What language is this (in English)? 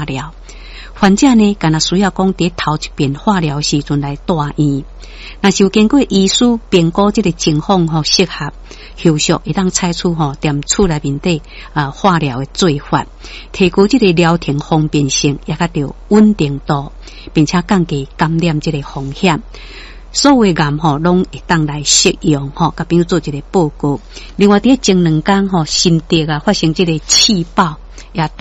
Min Nan Chinese